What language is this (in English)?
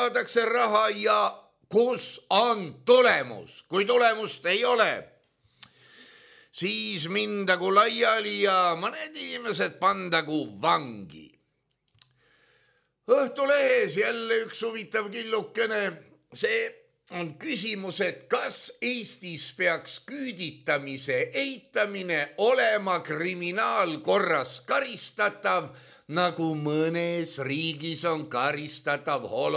Estonian